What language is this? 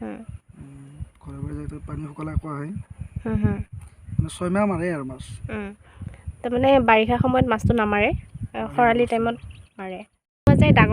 Assamese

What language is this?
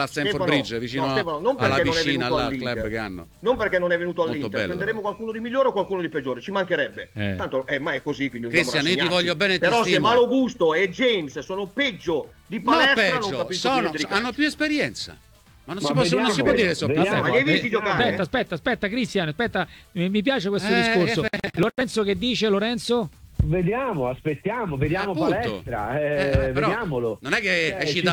Italian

